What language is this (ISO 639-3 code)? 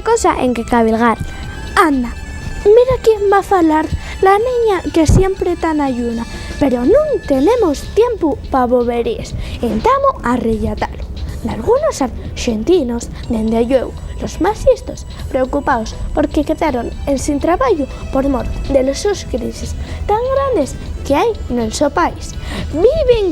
ast